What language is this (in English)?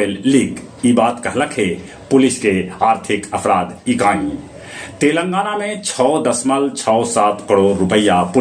Magahi